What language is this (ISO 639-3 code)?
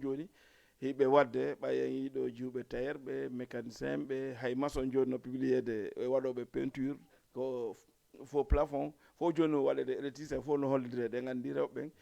ful